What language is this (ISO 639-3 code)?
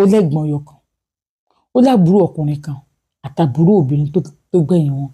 yor